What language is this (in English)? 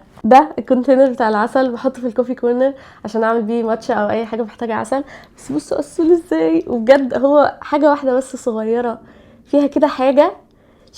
Egyptian Arabic